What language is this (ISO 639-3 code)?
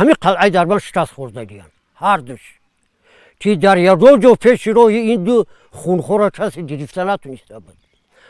tgk